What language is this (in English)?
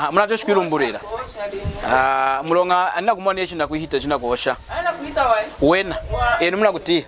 Lunda